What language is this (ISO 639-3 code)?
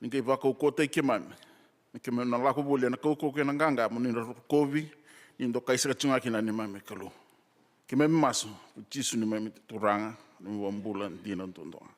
fij